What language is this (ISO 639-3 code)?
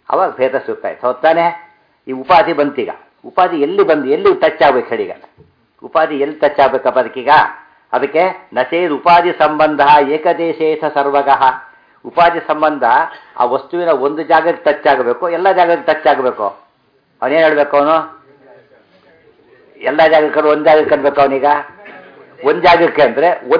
kan